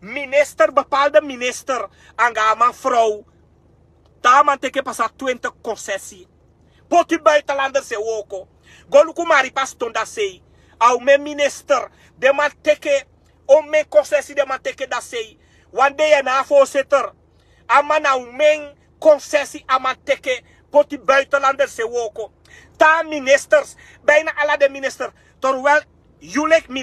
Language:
Sranan Tongo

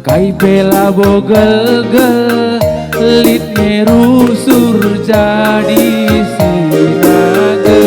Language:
Batak Karo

